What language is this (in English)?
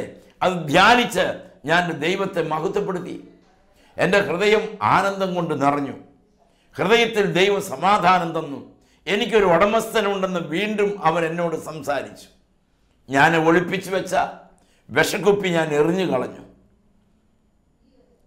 Malayalam